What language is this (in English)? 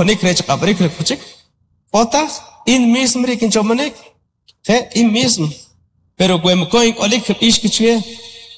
Kʼicheʼ